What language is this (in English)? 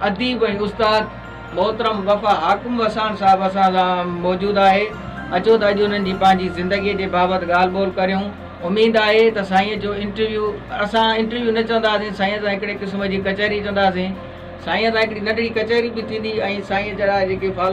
Sindhi